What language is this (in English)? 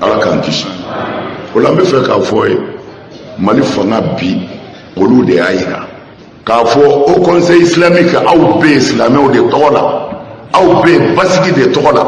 Bambara